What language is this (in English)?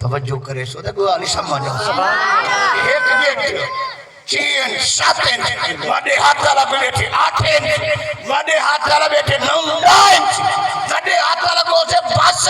Saraiki